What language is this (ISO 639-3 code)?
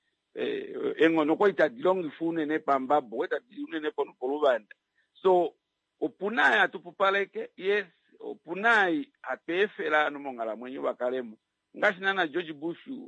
kua